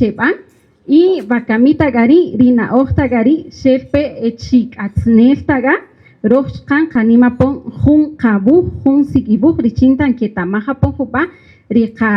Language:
Kaqchikel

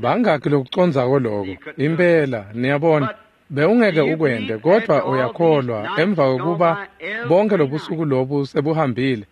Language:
Swati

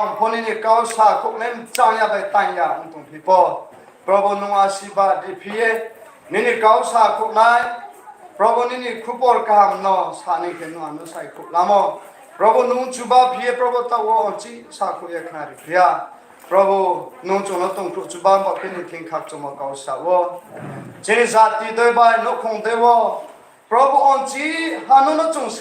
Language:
Riang (India)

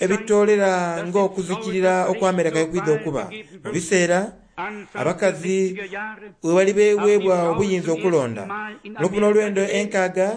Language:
Soga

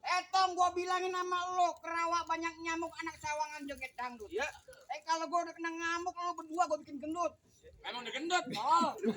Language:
Betawi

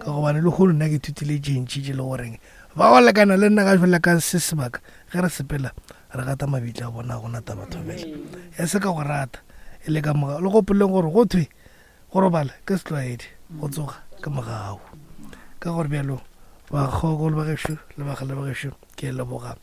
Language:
Northern Sotho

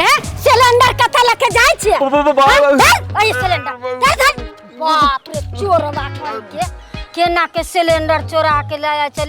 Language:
Maithili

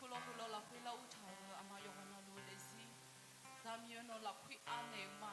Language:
Akha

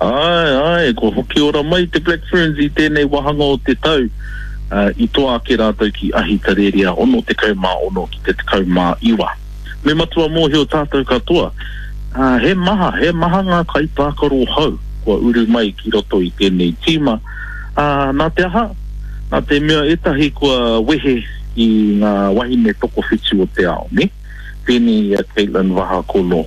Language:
Māori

